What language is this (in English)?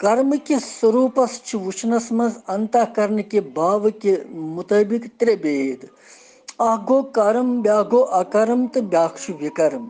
Kashmiri